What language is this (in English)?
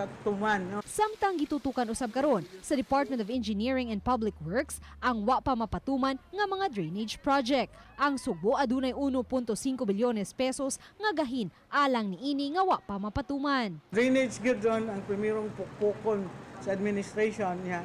Cebuano